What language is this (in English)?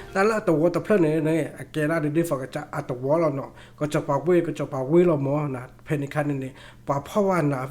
S'gaw Karen